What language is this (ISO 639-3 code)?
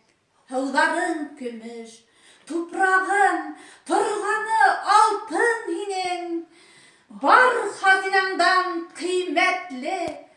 bak